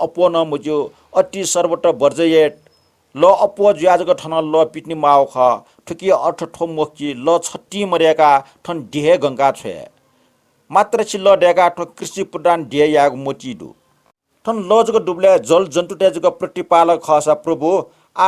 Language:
Newari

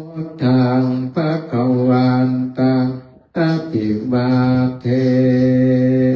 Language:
Pali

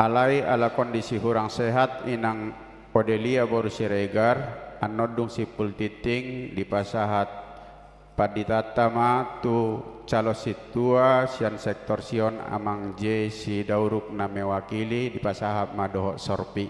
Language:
Batak Toba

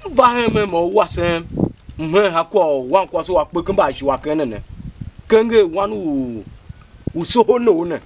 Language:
Tiv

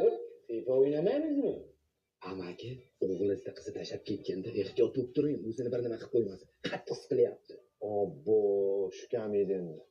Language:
Uzbek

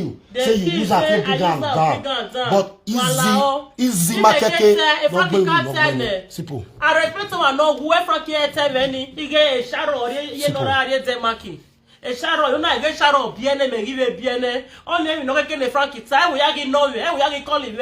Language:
Nigerian Pidgin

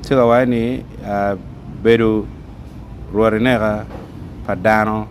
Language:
Acoli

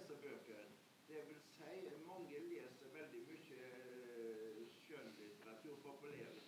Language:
Norwegian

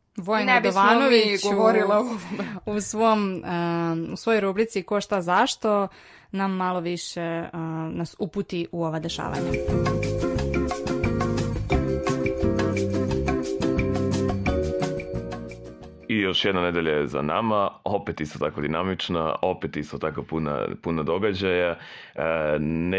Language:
Serbian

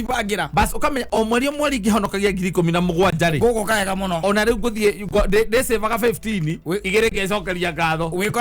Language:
Kikuyu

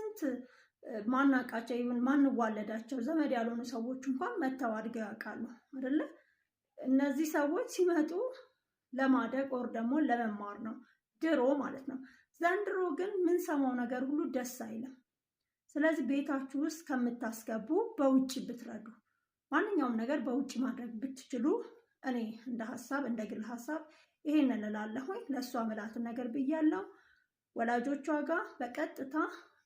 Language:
Amharic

